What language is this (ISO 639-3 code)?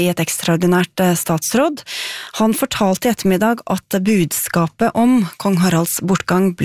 nor